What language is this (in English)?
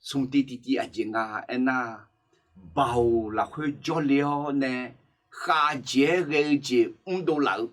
Akha